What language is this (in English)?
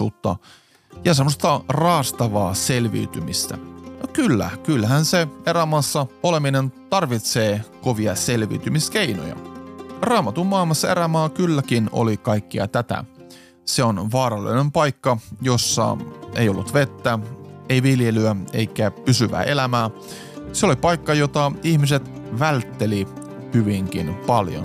Finnish